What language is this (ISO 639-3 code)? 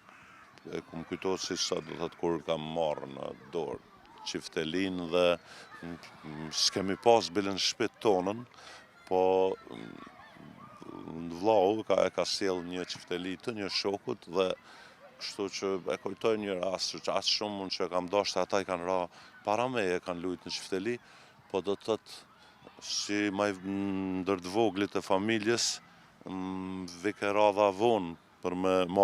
sqi